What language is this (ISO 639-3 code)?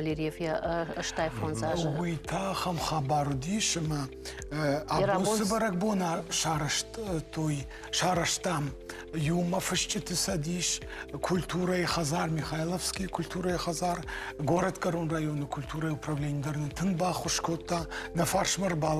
oss